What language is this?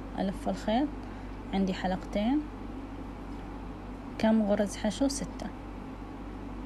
Hijazi Arabic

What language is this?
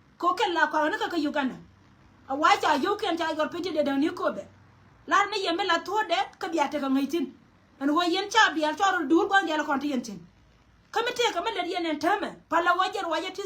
Nuer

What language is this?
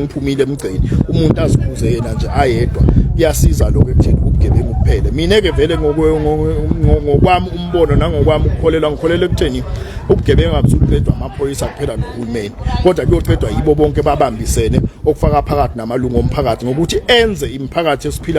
Zulu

